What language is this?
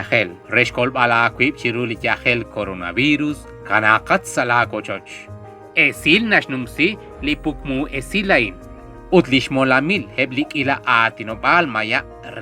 Kekchí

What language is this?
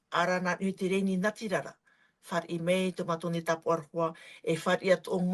Tahitian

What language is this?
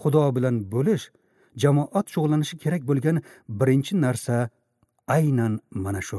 Uzbek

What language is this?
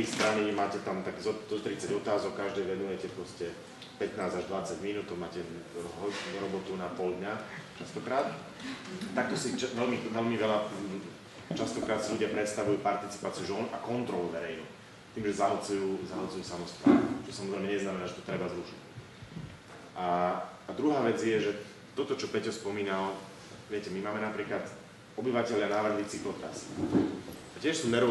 Slovak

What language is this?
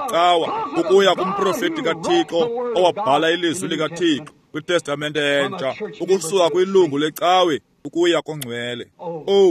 Xhosa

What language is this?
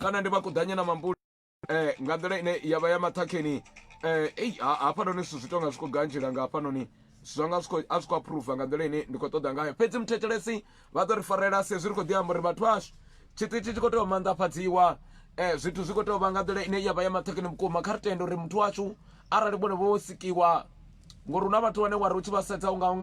Venda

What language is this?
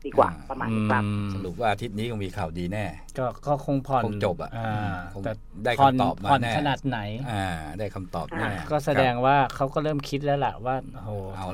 Thai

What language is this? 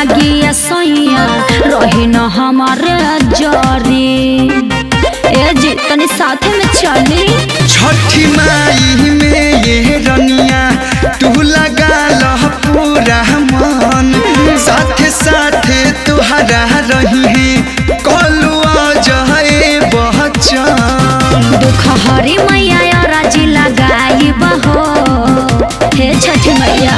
Bhojpuri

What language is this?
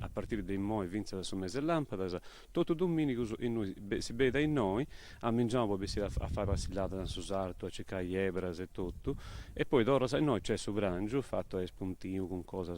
Sardinian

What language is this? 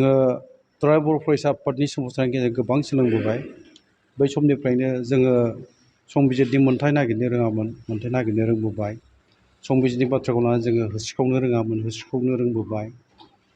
Bodo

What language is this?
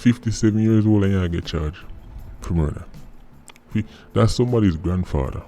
Jamaican Creole English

